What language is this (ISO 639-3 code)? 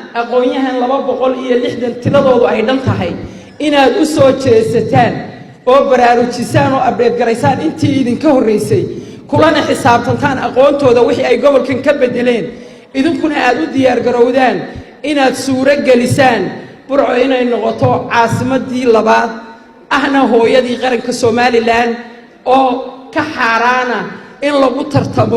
som